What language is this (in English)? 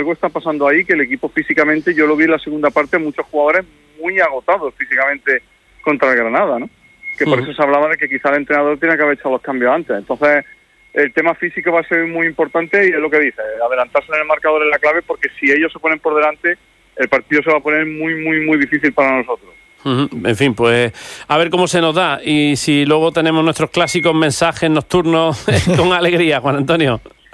Spanish